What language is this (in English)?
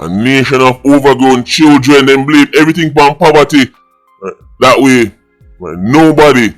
Jamaican Creole English